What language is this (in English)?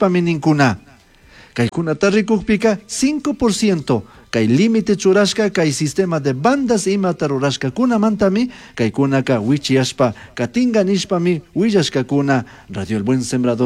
Chimborazo Highland Quichua